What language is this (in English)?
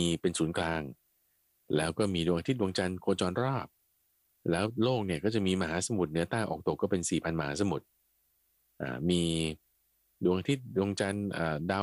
Thai